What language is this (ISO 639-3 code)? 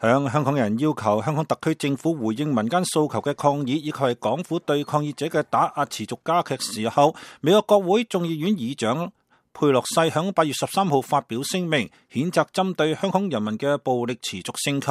yue